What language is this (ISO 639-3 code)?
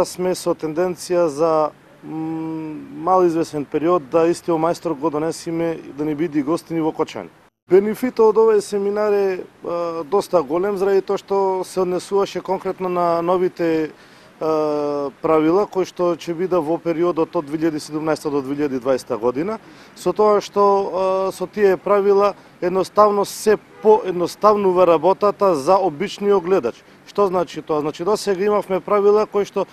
mkd